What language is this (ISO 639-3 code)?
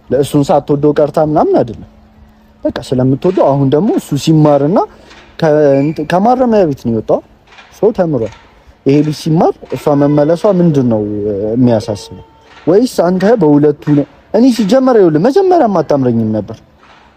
amh